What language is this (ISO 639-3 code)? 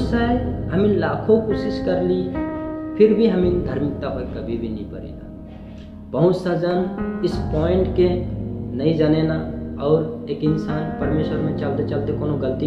sck